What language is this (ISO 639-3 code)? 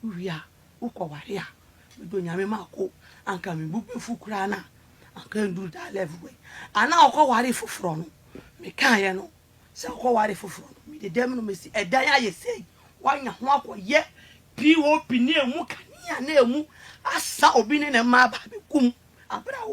aka